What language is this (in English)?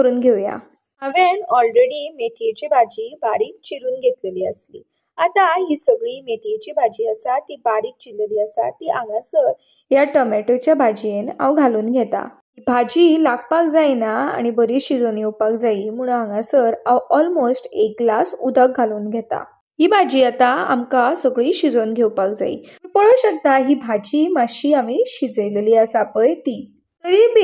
Konkani